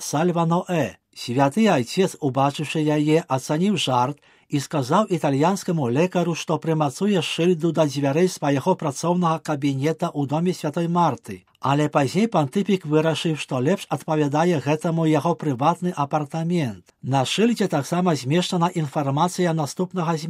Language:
Belarusian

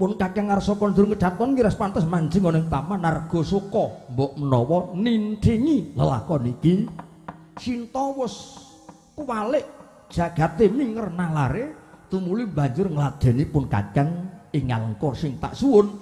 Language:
Javanese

